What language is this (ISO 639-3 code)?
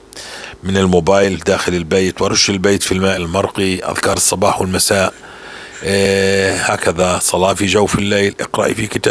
apc